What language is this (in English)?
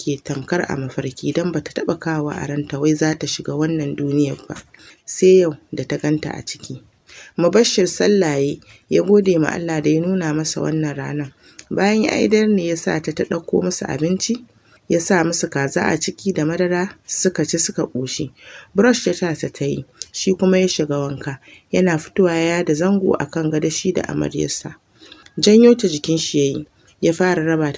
Hausa